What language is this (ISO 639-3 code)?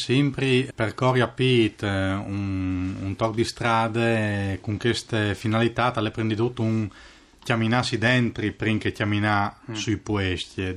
fur